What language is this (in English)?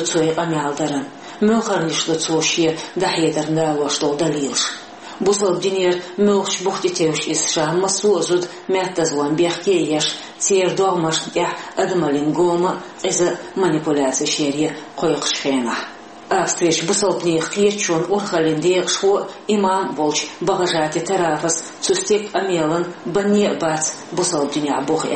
Chechen